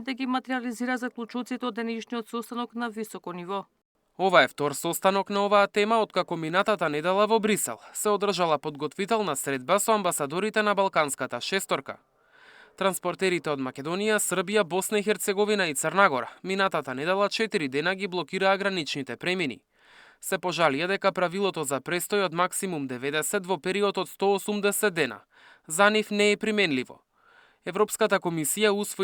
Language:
Macedonian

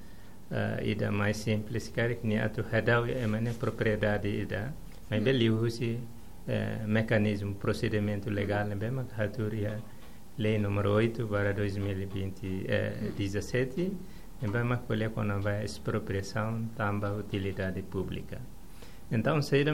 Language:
Tetum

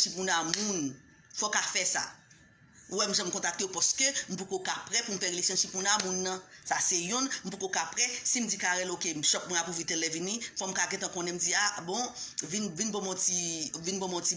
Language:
Haitian Creole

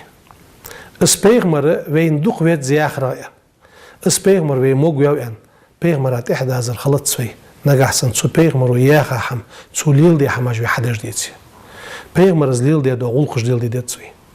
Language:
Ingush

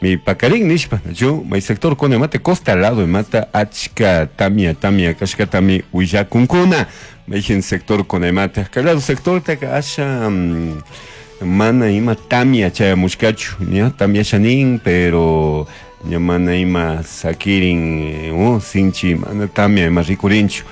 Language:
Chimborazo Highland Quichua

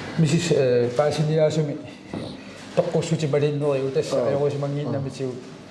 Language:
Kalaallisut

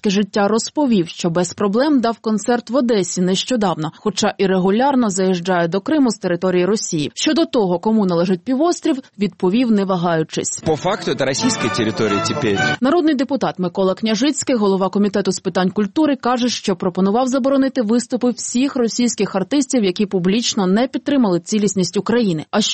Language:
Ukrainian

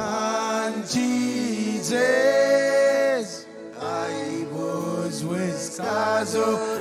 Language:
Marshallese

